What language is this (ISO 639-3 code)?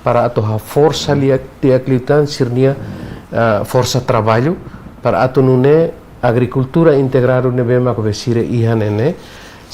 tet